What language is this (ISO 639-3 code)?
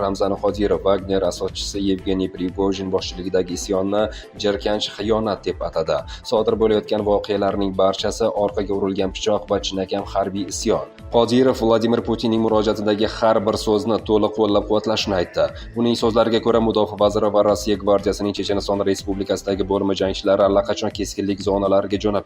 uzb